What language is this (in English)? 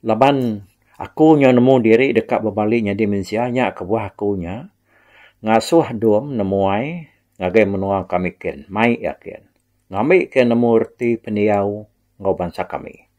Iban